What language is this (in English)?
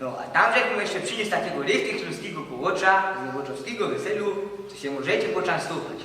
Silesian